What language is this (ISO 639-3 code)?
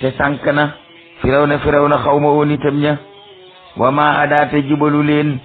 wol